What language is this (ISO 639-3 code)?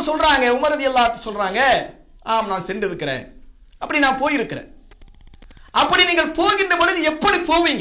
tam